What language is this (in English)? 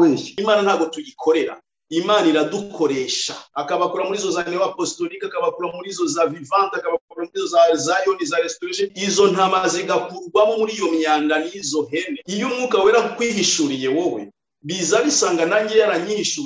Kinyarwanda